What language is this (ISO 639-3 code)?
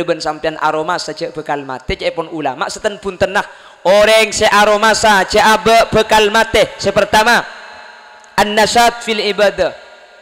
mad